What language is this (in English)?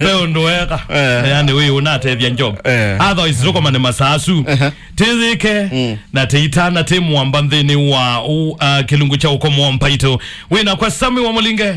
Kamba